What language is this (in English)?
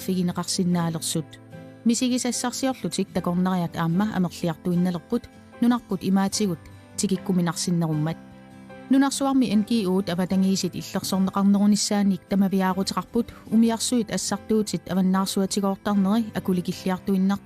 Kalaallisut